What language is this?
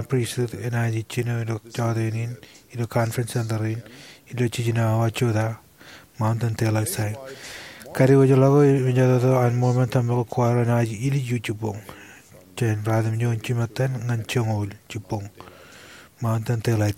Marshallese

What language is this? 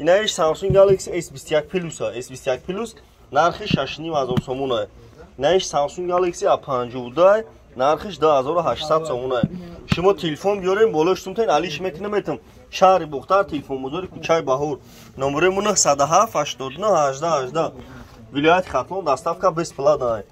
Tajik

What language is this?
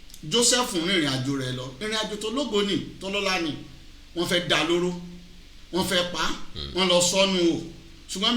Yoruba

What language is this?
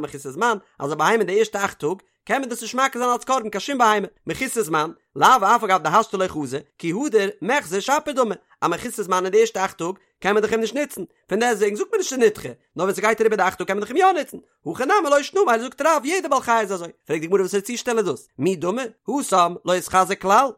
Yiddish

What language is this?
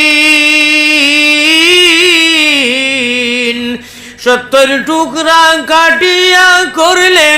Sylheti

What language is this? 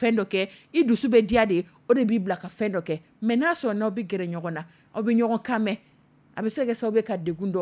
Dyula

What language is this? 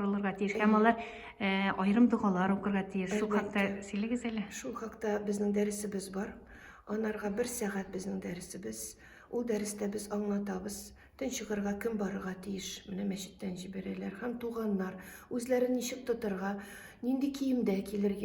Tatar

